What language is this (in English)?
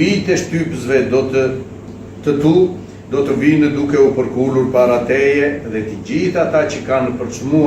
Albanian